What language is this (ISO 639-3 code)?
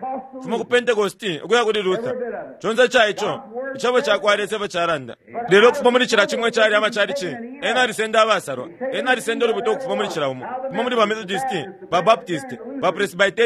bem